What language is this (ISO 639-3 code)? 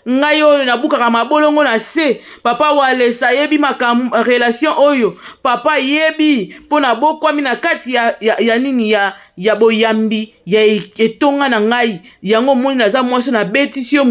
lin